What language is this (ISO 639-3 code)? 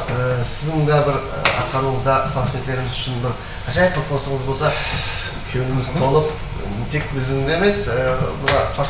kaa